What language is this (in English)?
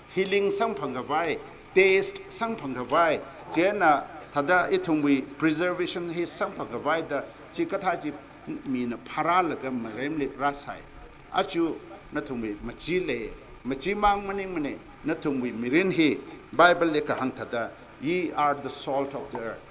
Tangkhul Naga (India)